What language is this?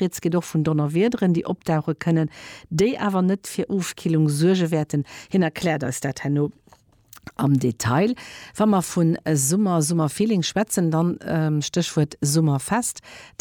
Luxembourgish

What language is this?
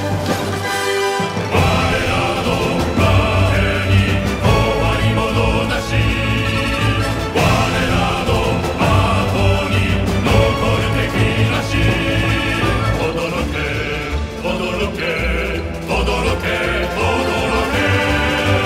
Japanese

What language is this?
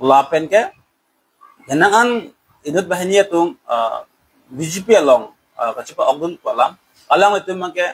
Karbi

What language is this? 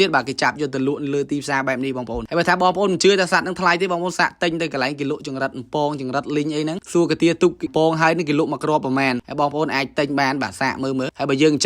Khmer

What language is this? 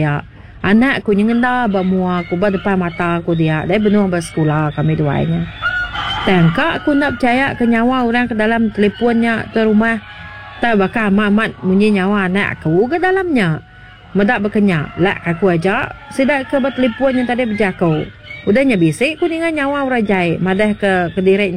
Iban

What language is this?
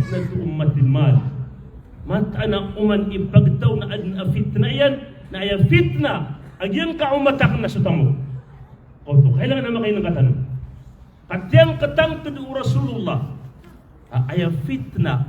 Maranao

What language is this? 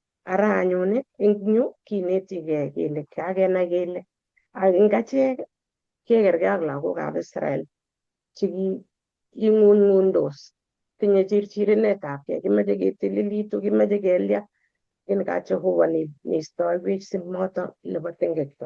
Kalenjin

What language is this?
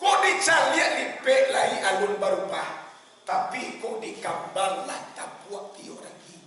Minangkabau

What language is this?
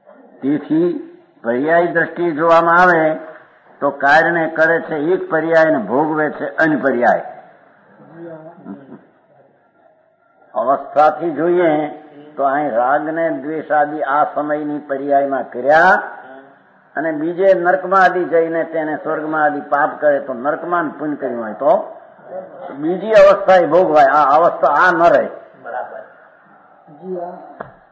Gujarati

